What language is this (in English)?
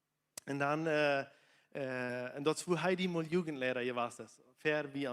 Plautdietsch